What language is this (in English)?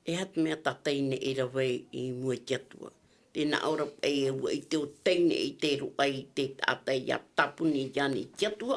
Tahitian